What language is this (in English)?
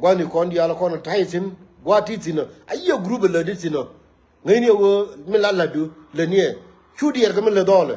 Nuer